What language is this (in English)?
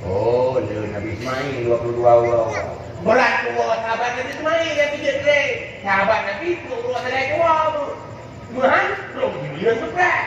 Achinese